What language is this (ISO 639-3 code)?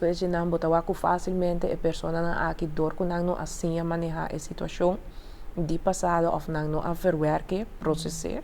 pap